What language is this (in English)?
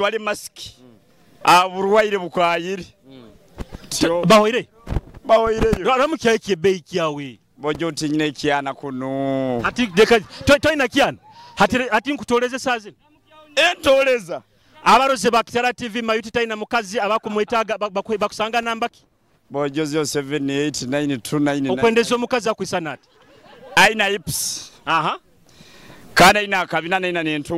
Nyoro